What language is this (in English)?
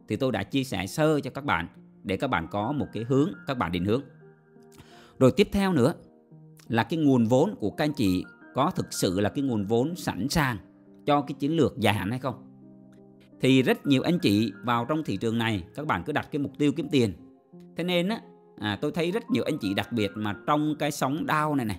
Vietnamese